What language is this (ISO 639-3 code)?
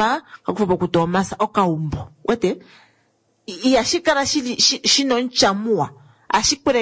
kua